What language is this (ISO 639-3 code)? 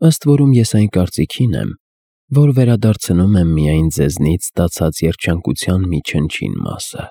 hye